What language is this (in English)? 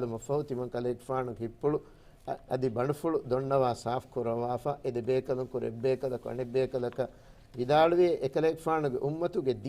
Divehi